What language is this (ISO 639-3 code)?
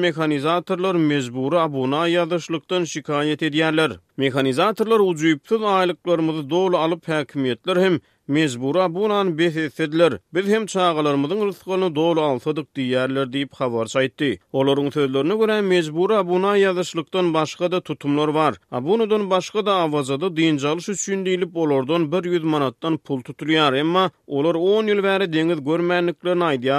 tuk